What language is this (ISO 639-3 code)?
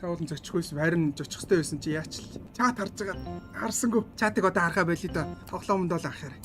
mon